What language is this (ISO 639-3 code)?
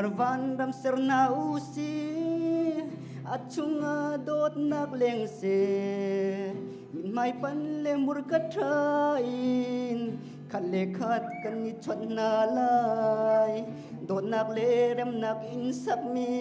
cfm